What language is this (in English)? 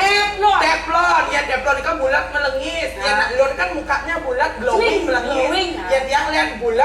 Balinese